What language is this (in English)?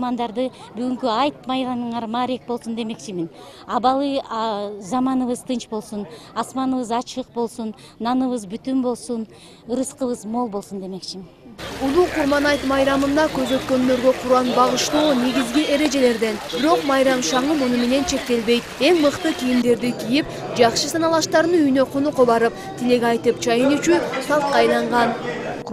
Kyrgyz